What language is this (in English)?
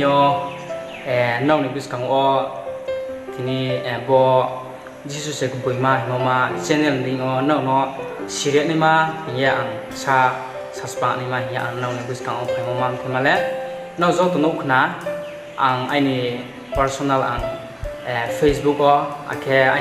Riang (India)